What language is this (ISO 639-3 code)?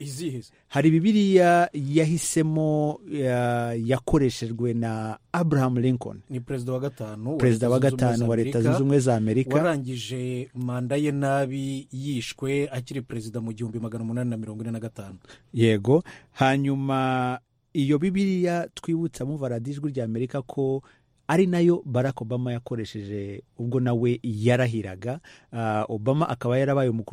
kin